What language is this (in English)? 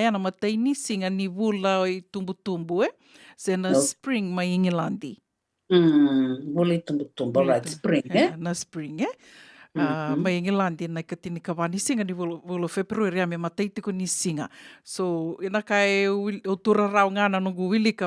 Fijian